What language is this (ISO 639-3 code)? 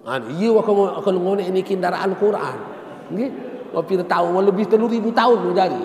sas